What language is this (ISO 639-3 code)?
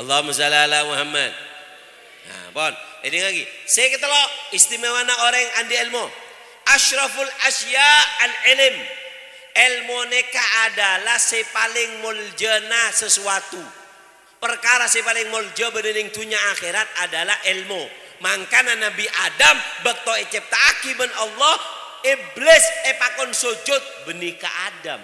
mad